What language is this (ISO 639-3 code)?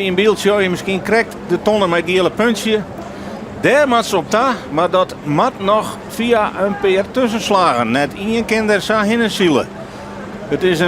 fry